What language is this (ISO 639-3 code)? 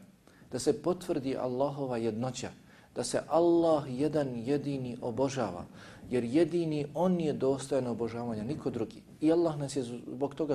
bos